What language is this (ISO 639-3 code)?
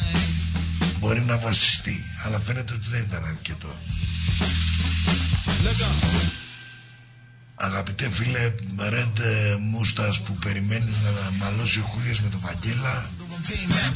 ell